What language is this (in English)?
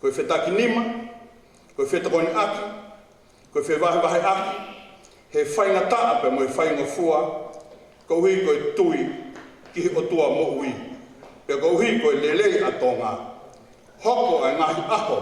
Tongan